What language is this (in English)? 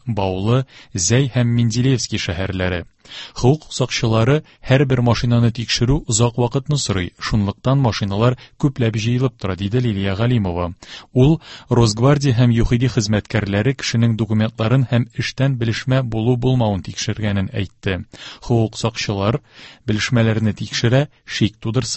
Tatar